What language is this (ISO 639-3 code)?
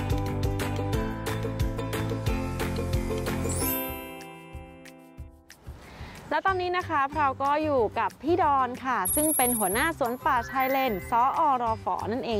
tha